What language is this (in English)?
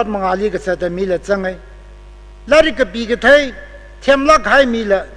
Tangkhul Naga (India)